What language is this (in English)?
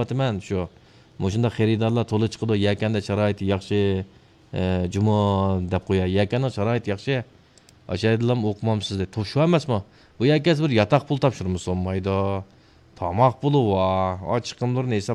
Uyghur